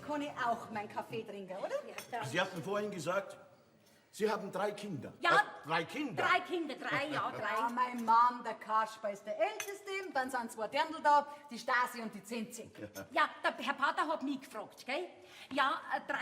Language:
Bavarian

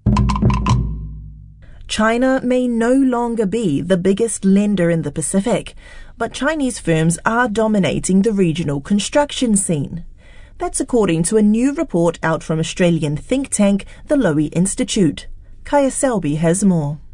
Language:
English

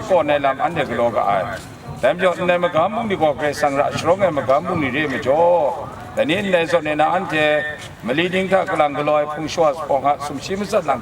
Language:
Kachin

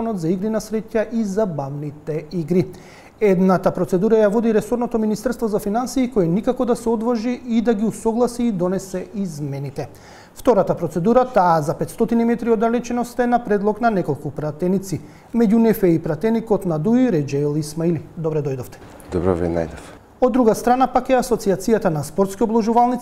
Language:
Macedonian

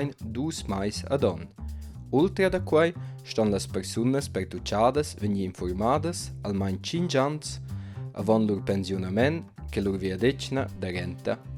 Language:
Romansh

